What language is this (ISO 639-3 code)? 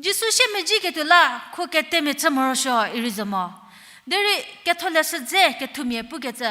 njm